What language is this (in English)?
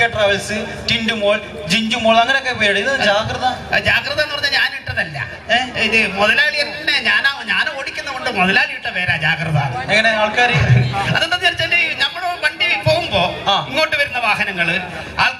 Malayalam